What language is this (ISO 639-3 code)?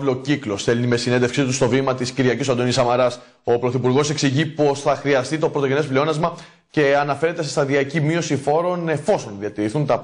ell